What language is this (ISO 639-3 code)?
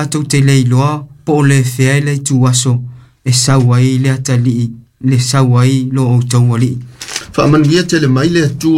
smo